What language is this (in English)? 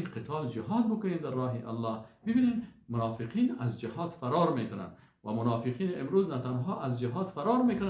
Persian